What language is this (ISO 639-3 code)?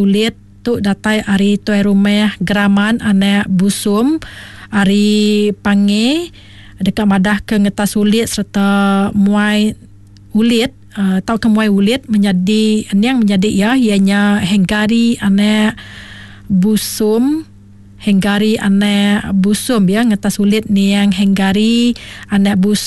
iba